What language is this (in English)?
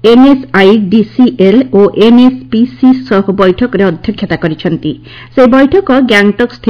Odia